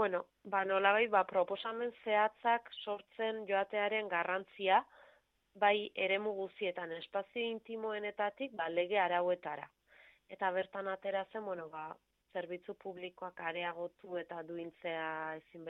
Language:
Basque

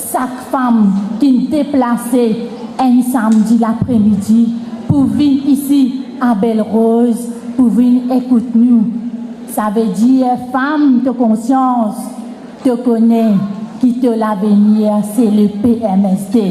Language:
Morisyen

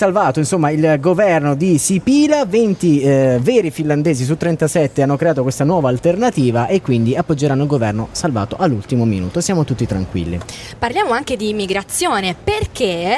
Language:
Italian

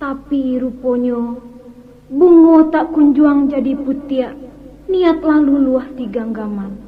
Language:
Minangkabau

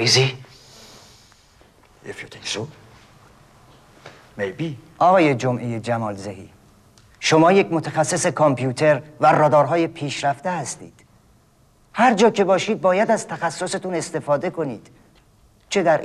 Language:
Persian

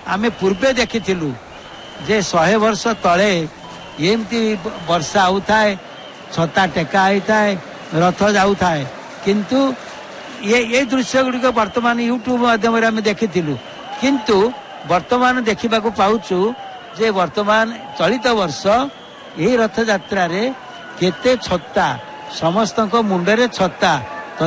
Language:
Odia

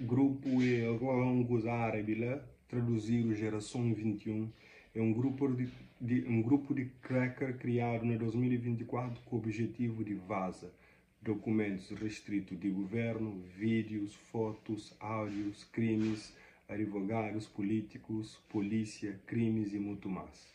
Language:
Kabuverdianu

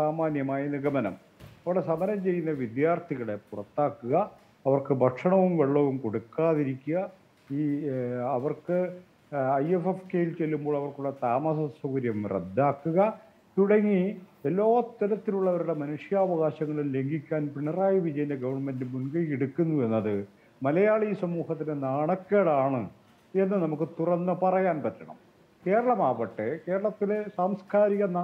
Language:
Malayalam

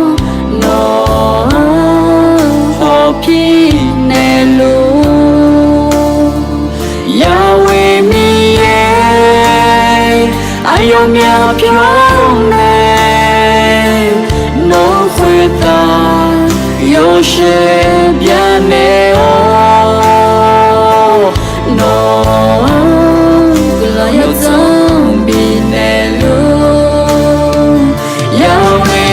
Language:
Akha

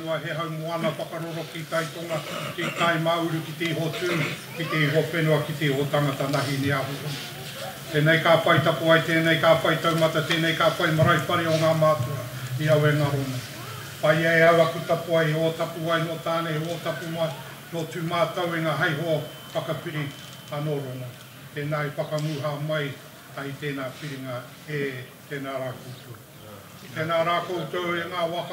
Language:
Māori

